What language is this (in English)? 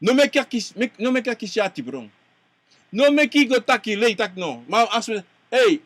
Sranan Tongo